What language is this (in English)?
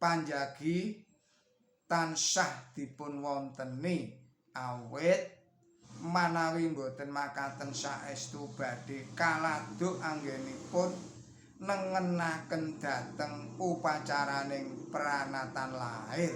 Javanese